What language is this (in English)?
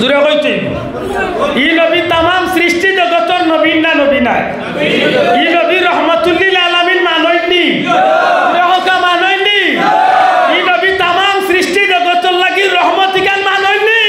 Sylheti